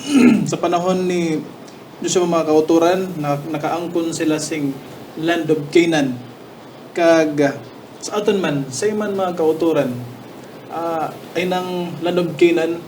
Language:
Hiligaynon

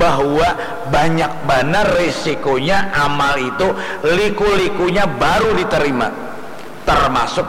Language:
Banjar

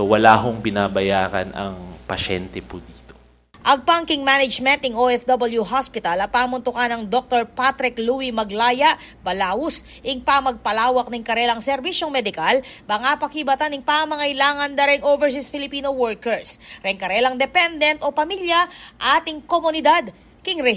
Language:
Pampanga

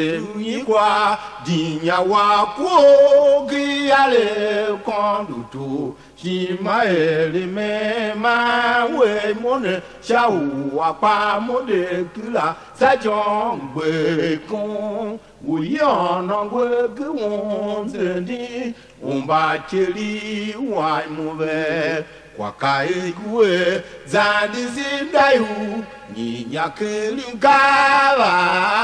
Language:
Tiv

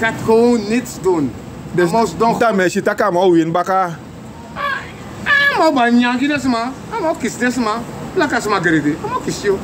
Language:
Sranan Tongo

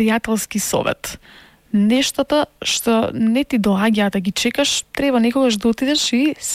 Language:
Macedonian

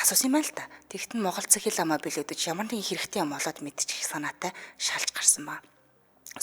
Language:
Mongolian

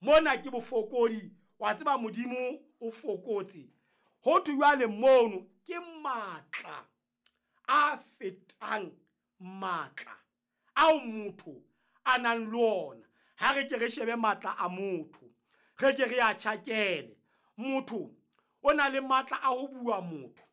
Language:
Southern Sotho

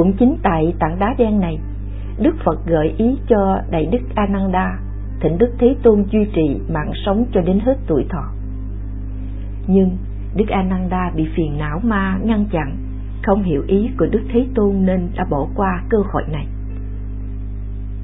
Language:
Vietnamese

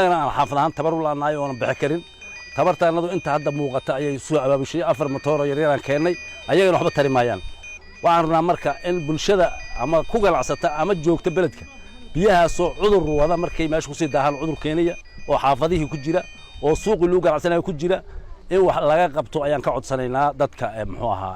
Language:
Somali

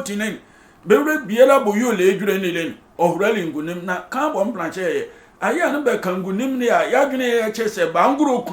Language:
Sehwi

